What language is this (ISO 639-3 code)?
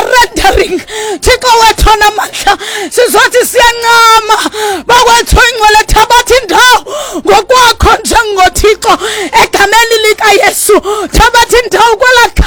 xho